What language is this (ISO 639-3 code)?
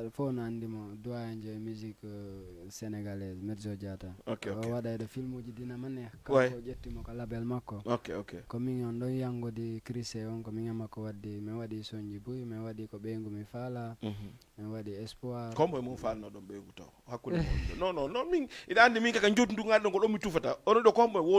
ful